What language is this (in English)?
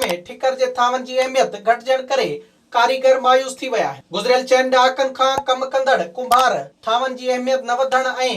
Sindhi